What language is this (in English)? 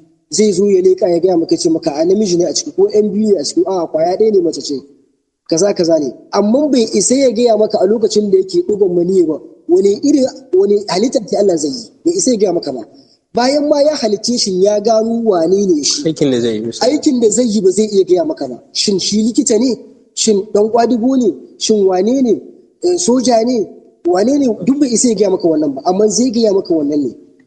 Hausa